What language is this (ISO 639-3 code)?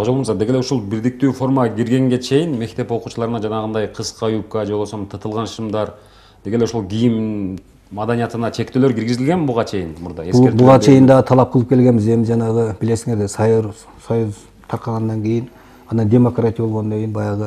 kir